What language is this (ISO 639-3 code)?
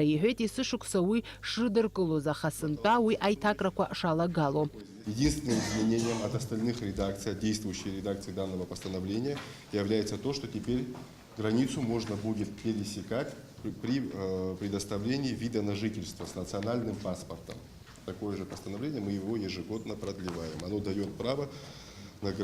abk